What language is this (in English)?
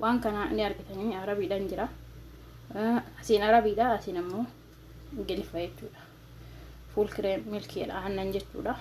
Oromo